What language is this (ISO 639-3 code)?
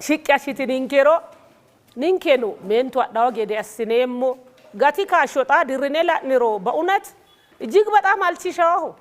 sid